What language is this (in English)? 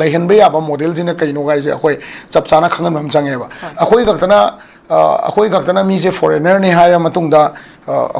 Manipuri